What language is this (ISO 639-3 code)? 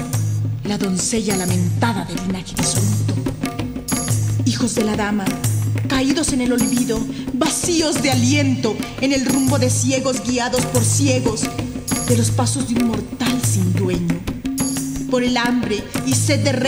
spa